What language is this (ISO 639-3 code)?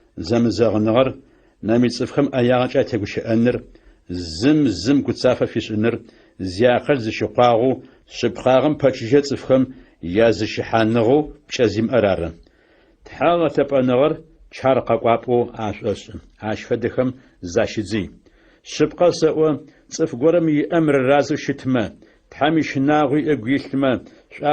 ady